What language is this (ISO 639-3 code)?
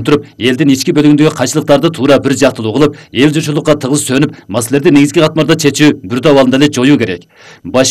kir